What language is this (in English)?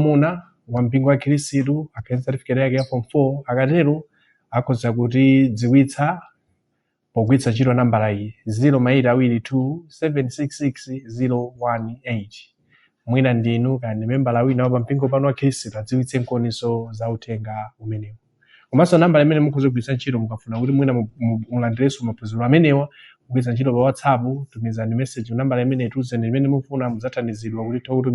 Nyanja